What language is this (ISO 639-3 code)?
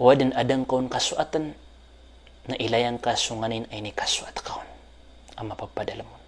mrw